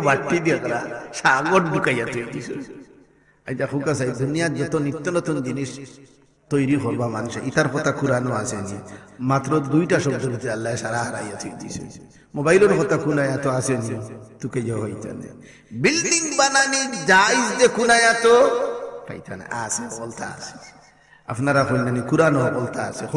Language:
Sylheti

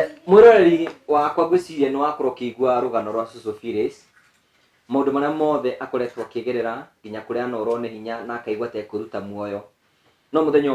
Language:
Kikuyu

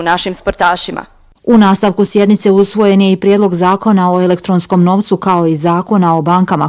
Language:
Bosnian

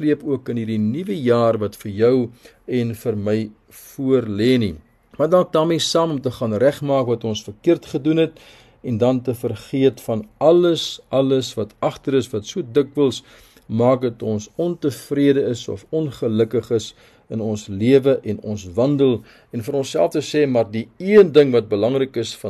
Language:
Afrikaans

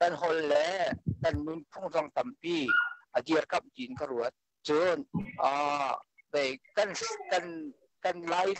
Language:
Hakha Chin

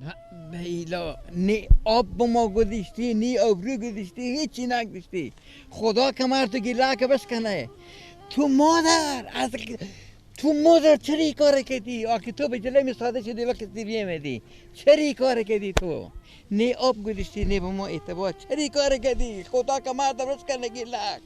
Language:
Persian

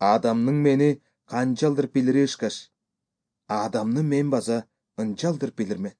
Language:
Kyrgyz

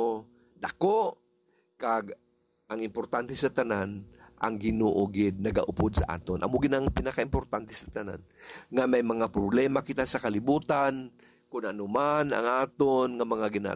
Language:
Hiligaynon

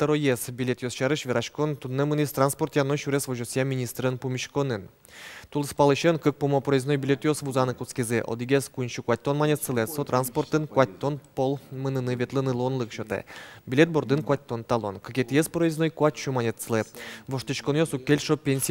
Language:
Udmurt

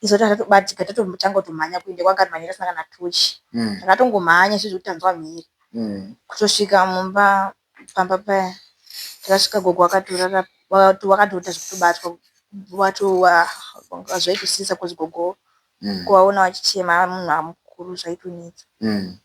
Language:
Shona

